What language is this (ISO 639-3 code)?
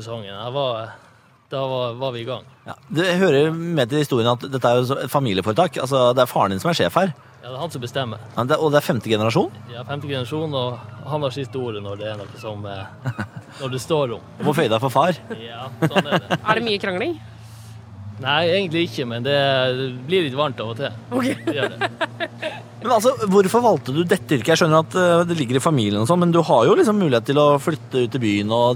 nor